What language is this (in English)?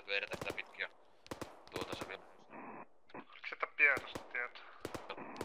Finnish